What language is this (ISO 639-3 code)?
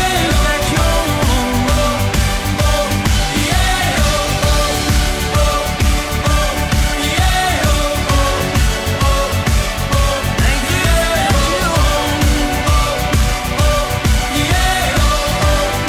nld